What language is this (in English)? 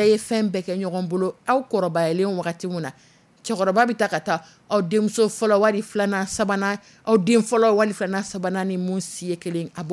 Dyula